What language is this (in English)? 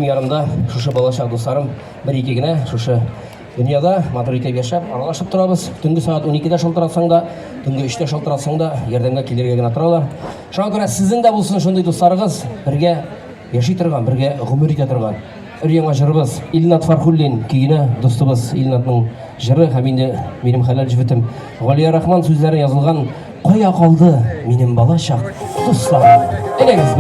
Tatar